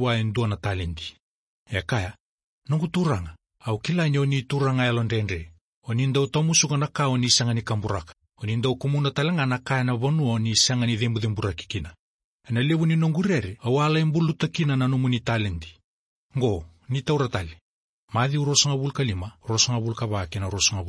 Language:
Fijian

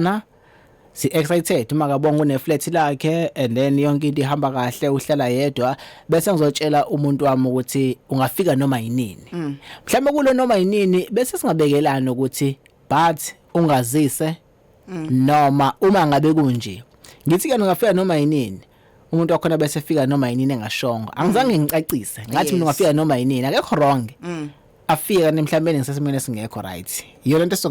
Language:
Zulu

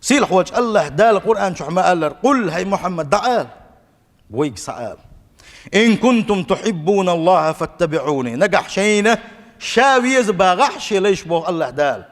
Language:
Chechen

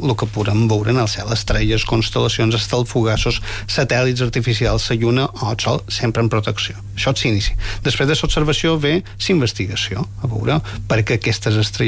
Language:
Catalan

